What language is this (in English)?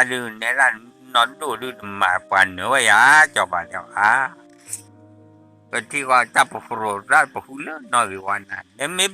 S'gaw Karen